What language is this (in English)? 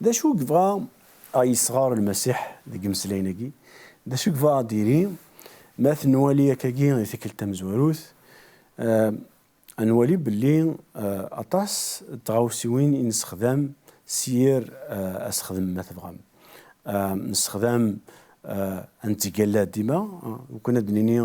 Kabyle